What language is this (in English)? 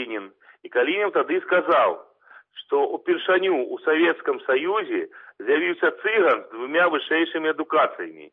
Belarusian